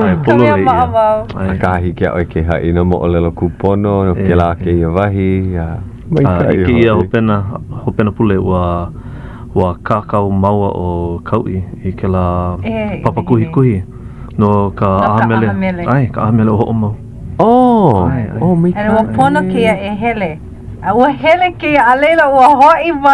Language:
Hawaiian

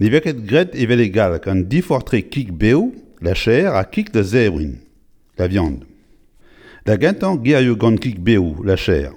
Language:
Breton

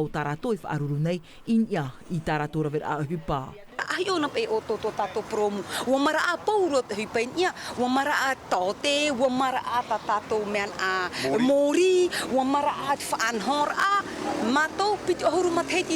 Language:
Tahitian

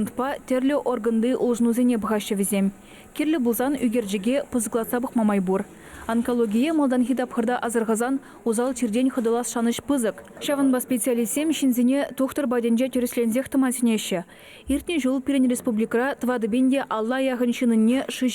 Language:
Chuvash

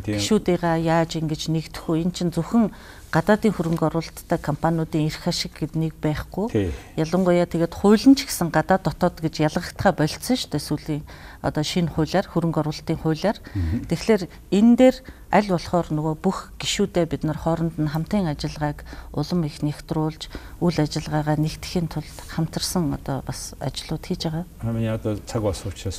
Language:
Mongolian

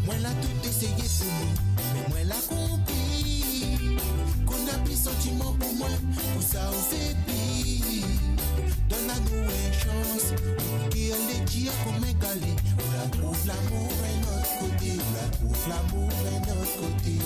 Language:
Morisyen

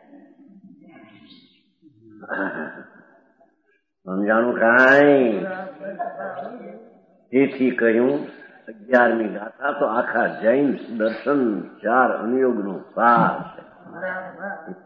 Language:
Gujarati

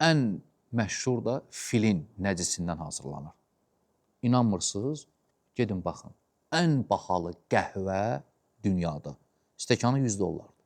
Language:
Azerbaijani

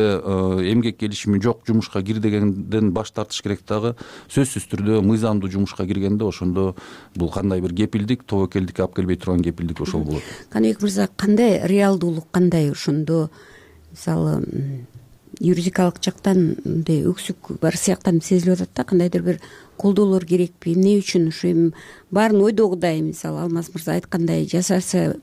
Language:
Kyrgyz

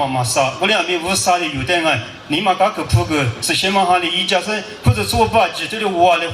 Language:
Lisu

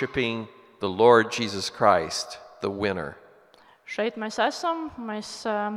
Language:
Latvian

